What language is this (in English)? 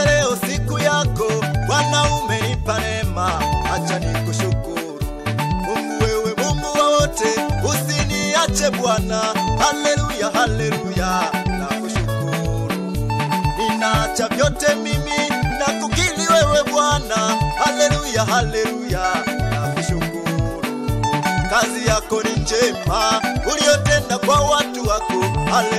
Swahili